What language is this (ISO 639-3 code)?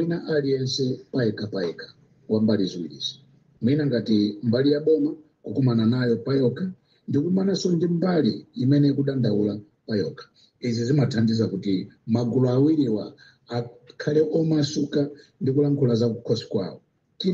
nya